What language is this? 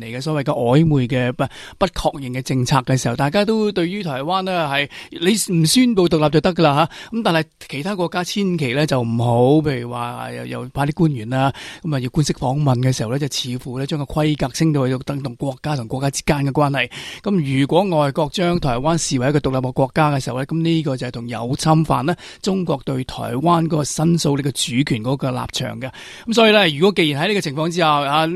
Cantonese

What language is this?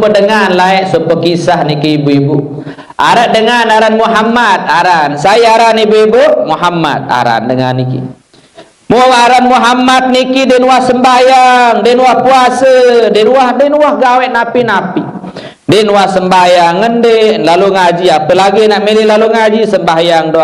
Sasak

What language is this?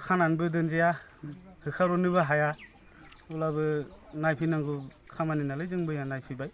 Bodo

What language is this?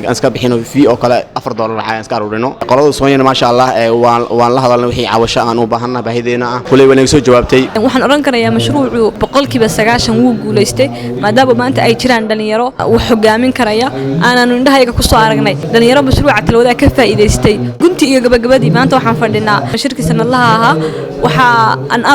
Somali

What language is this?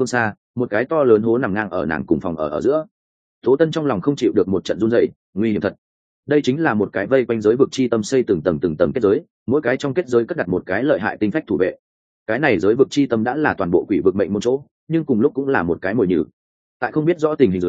Vietnamese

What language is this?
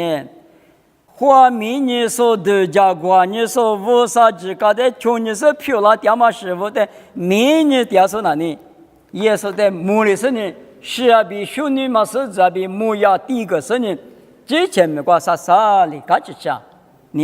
Lisu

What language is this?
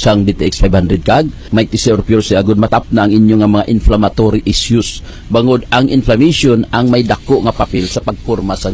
Hiligaynon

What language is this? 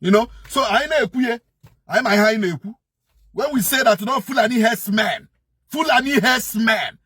Igbo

